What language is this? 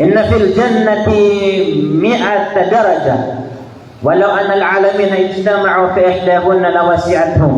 Maranao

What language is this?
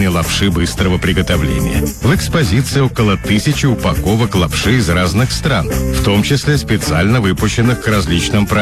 Russian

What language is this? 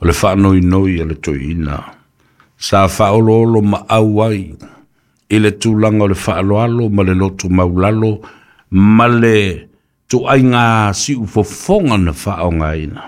Samoan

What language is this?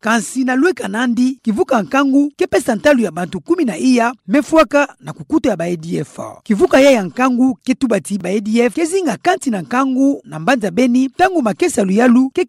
Kituba (Democratic Republic of Congo)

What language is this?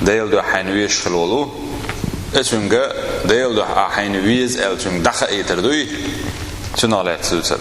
Chechen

